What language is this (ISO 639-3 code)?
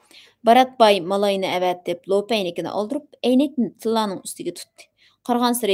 uig